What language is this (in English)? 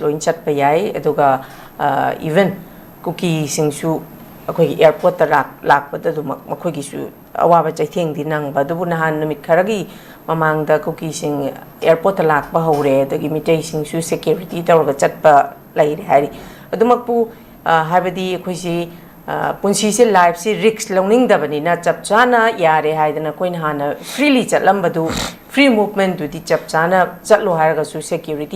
Manipuri